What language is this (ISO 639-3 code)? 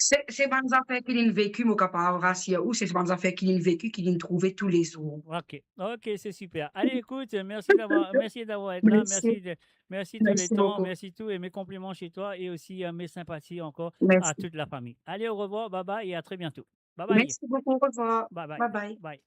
mfe